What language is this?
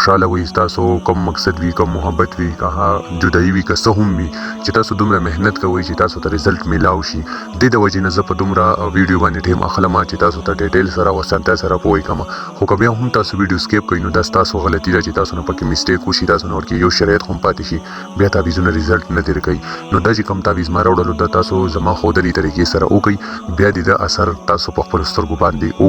Pashto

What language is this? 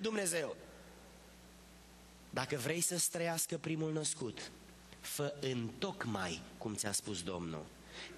Romanian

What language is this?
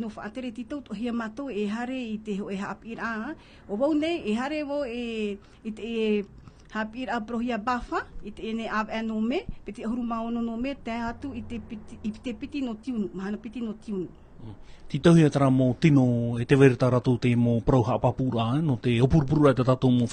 Tahitian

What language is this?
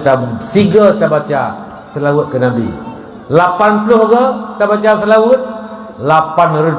Achinese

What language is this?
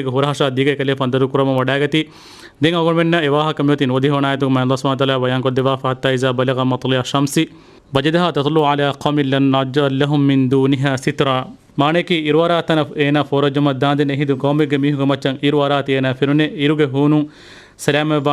Divehi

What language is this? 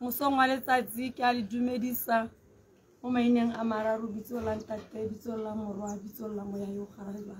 Tswana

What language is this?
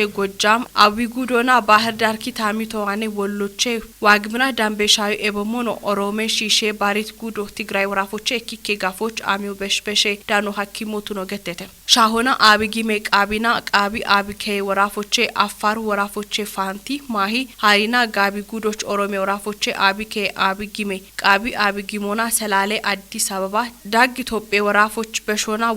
Kafa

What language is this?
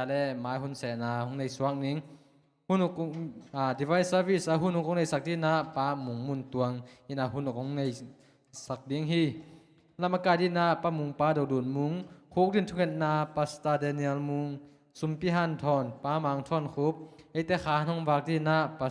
Tedim Chin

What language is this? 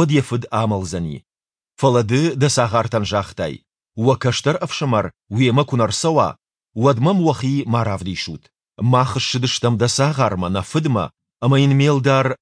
Ossetic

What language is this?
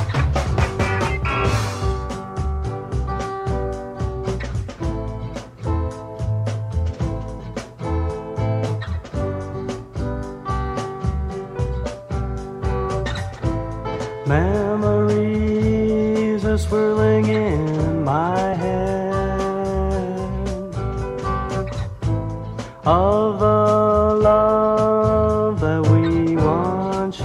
Greek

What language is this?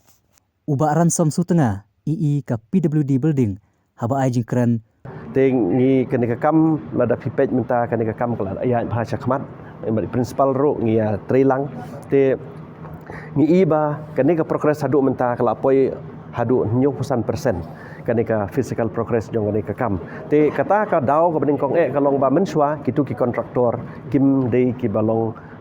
Khasi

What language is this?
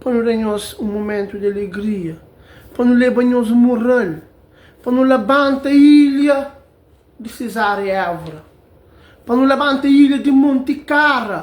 Kabuverdianu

